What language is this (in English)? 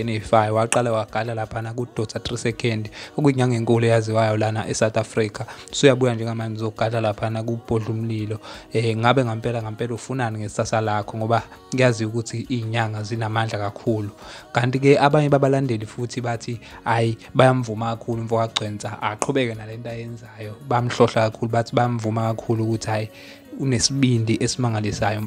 Zulu